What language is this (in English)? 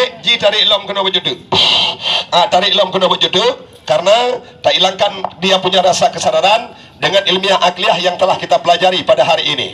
Achinese